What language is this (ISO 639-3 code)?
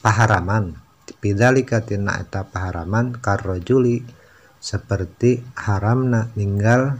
sun